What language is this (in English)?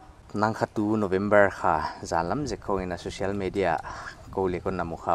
Paite Chin